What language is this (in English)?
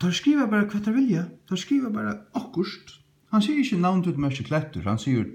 Faroese